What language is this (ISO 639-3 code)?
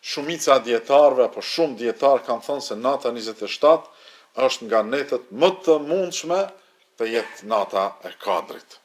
sqi